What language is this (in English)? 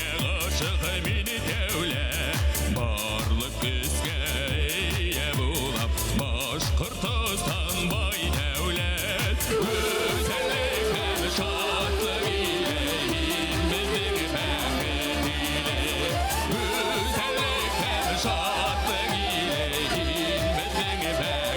Bashkir